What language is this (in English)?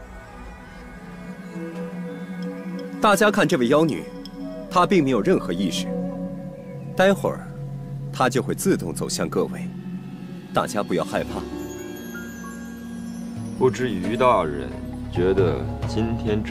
Chinese